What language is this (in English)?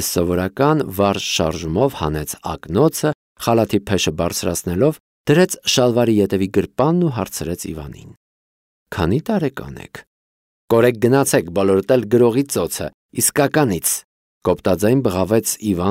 Armenian